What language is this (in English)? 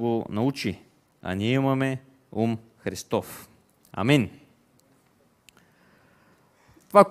Bulgarian